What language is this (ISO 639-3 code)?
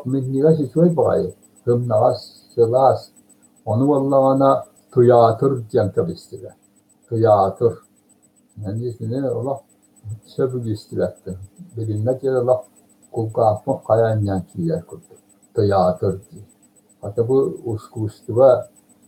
sah